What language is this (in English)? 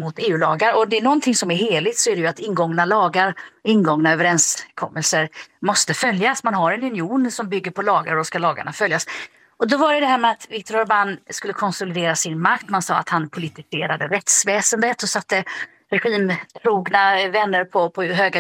Swedish